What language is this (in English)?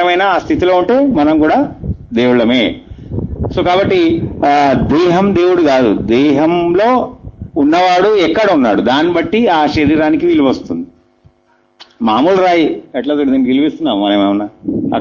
Telugu